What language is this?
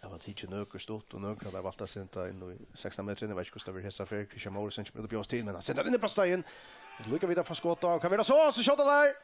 Faroese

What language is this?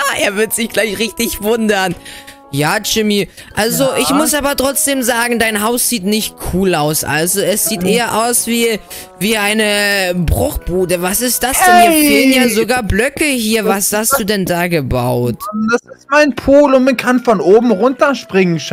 German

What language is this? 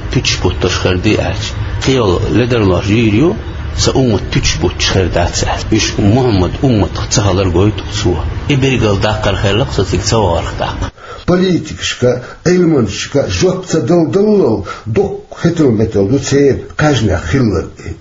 Chechen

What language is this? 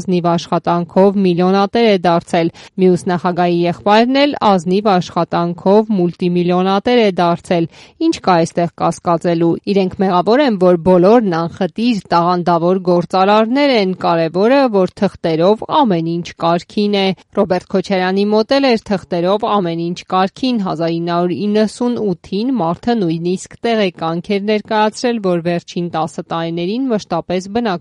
Armenian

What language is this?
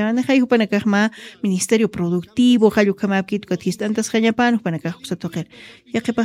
Aymara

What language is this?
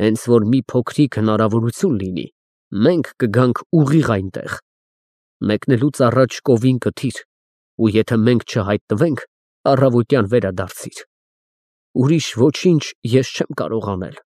Armenian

